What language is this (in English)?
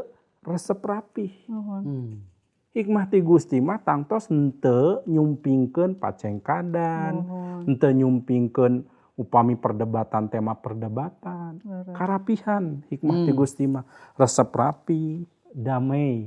Sundanese